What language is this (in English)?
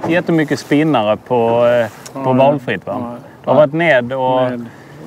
Swedish